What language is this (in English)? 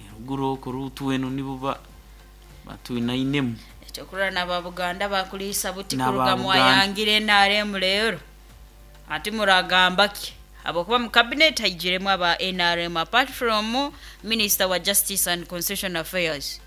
Nyoro